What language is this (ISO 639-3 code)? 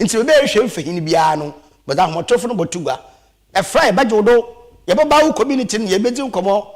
aka